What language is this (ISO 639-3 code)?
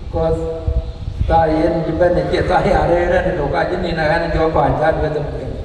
din